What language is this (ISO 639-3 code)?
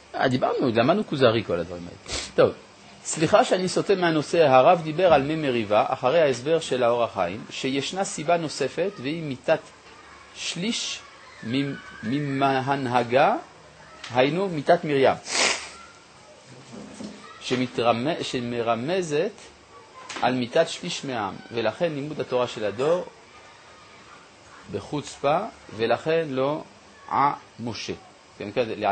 heb